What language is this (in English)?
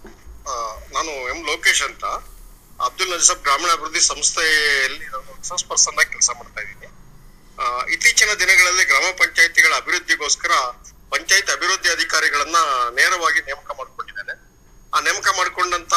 Kannada